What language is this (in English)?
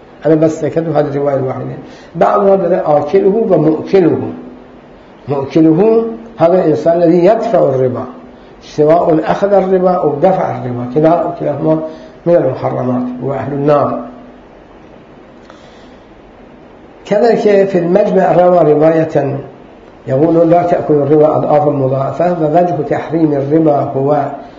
Arabic